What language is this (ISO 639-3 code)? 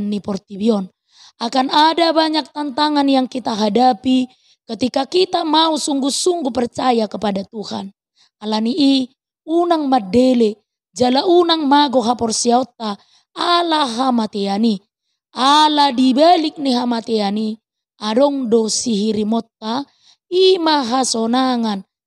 bbc